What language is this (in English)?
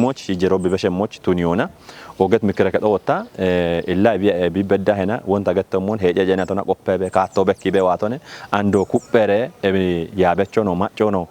Kafa